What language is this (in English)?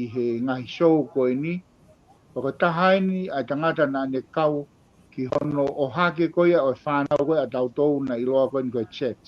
Tongan